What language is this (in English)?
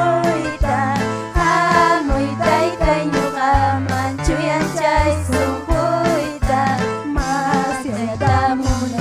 Ayacucho Quechua